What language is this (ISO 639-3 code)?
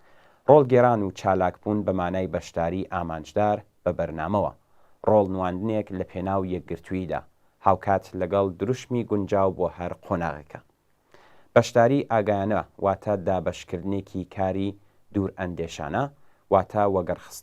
ckb